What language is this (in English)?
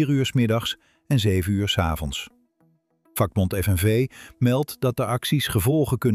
Dutch